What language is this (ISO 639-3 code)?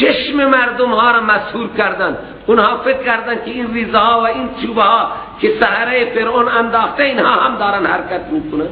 fas